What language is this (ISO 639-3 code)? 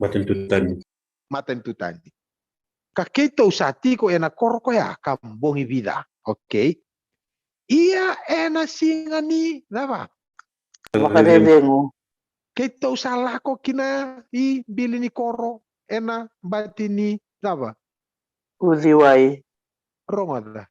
fij